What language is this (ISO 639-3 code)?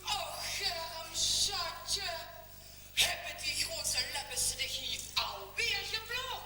lim